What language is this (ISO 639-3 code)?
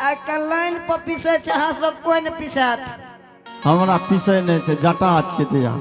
anp